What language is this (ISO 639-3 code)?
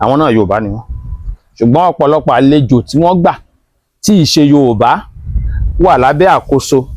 yor